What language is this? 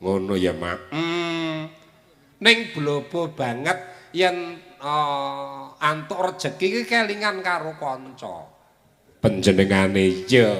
Javanese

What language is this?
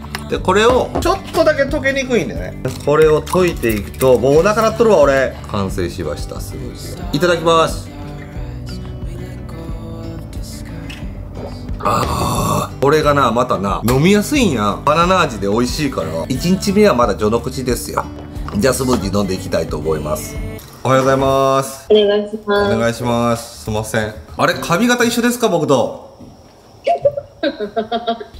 Japanese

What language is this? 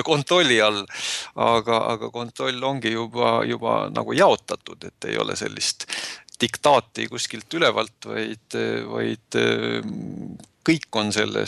Estonian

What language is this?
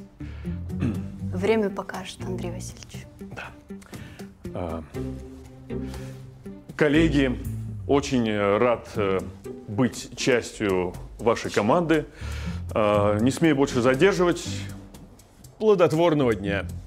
Russian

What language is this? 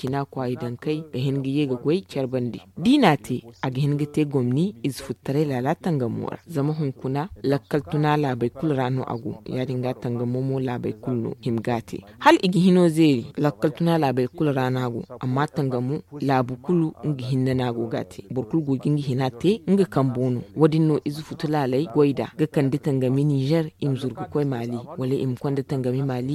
Zarma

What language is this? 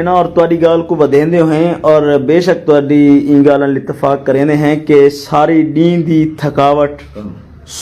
Saraiki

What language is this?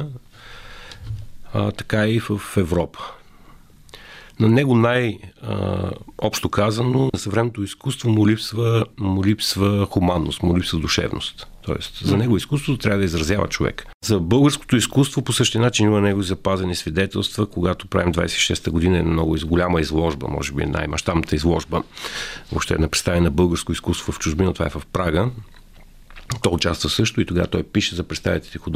Bulgarian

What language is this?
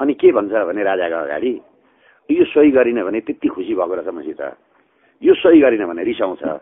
Nepali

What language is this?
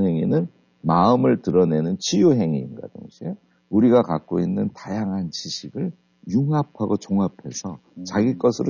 Korean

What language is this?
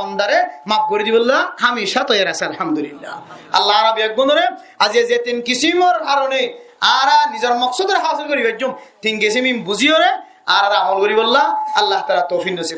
Rohingya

